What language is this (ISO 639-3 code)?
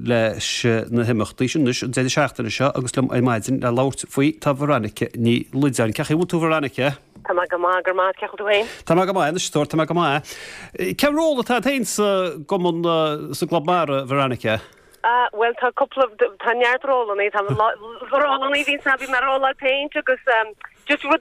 gle